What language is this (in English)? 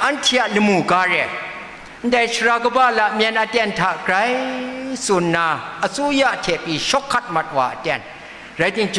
Kachin